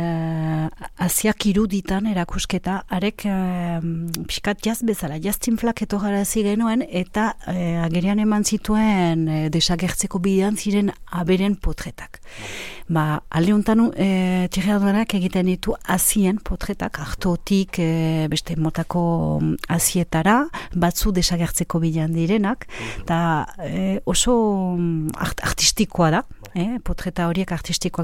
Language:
Basque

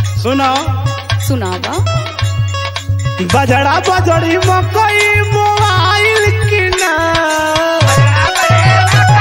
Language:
Bhojpuri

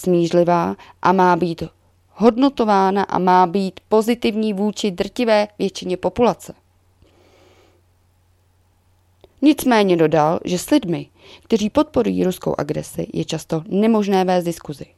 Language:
Czech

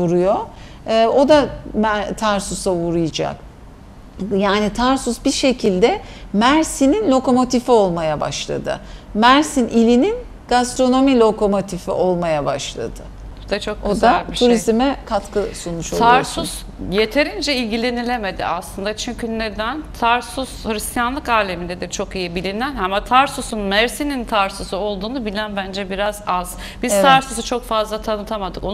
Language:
Turkish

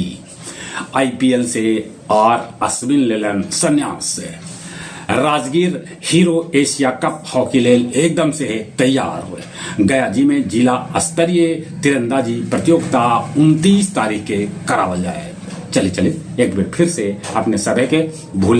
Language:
Magahi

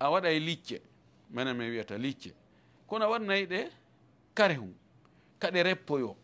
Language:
Fula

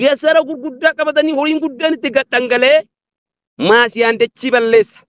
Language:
Oromo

